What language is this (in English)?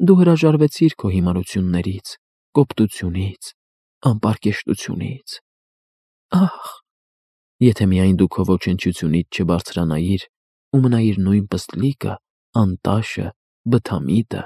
Armenian